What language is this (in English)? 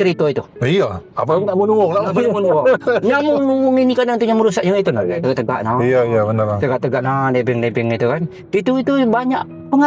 Musi